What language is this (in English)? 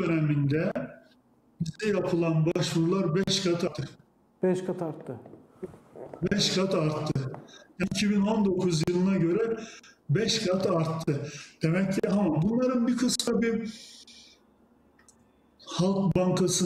Turkish